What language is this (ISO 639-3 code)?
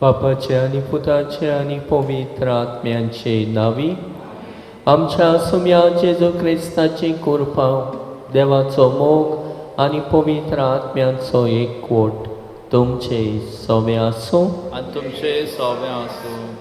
kok